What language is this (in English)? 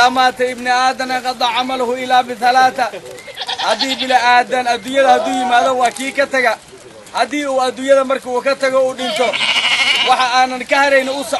Somali